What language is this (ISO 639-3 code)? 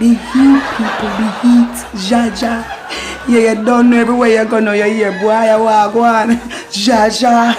jam